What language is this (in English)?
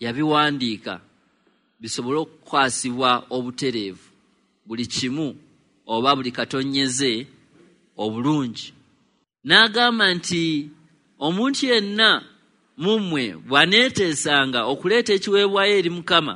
Ganda